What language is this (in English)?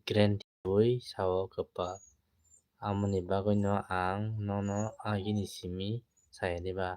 Kok Borok